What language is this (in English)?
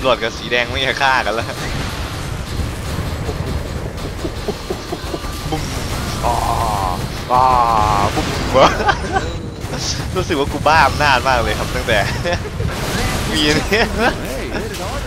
Thai